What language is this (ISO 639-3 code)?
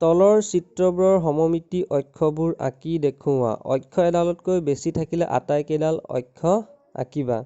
asm